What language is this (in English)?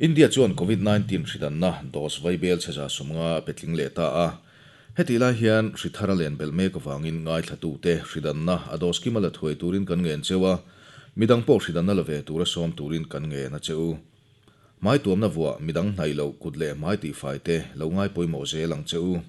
Mizo